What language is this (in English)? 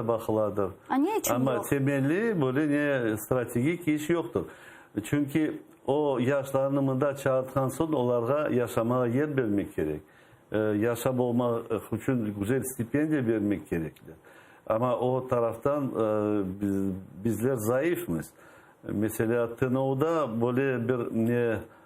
Crimean Tatar